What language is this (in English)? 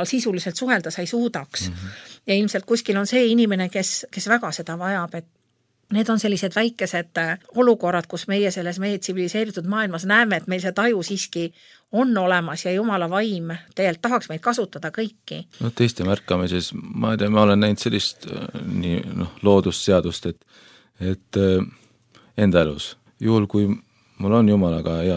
Estonian